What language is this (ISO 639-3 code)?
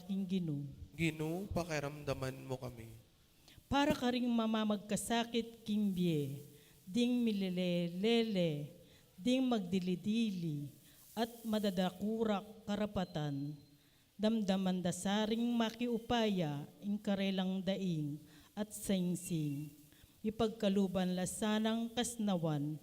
pam